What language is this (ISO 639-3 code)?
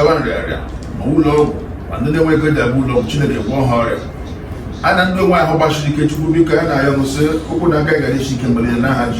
ibo